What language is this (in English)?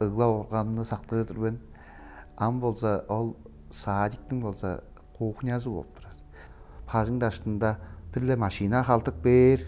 Tuvinian